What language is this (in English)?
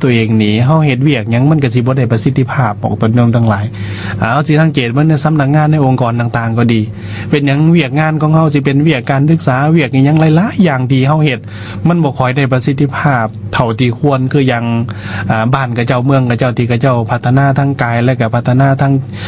Lao